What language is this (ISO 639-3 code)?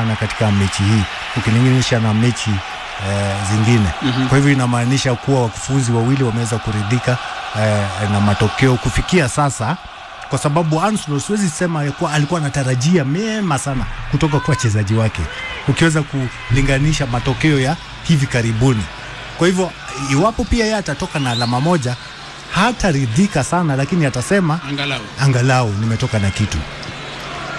swa